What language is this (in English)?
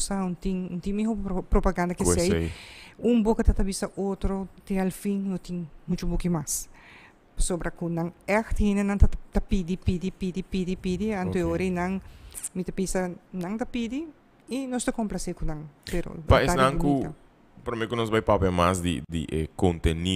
Papiamento